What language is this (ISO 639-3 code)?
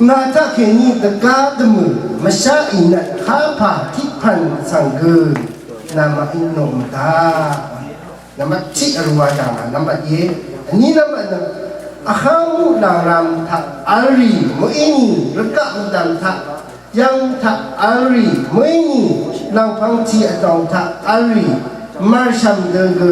raw